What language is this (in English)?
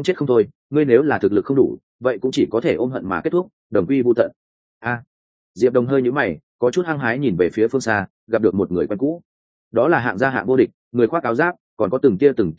Vietnamese